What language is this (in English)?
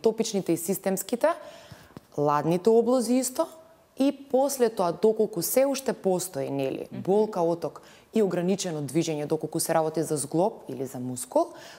Macedonian